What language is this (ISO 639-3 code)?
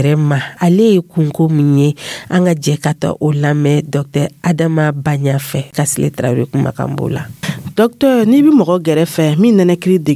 dyu